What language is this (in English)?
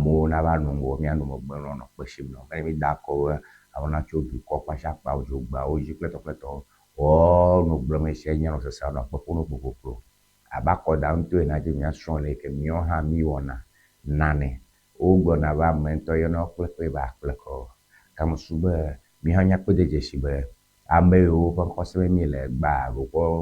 Ewe